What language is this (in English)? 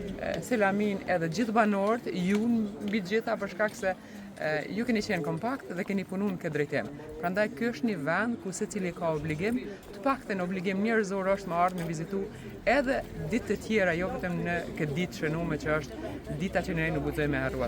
Albanian